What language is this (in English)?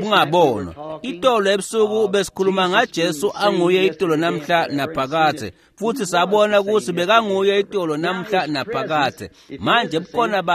Swati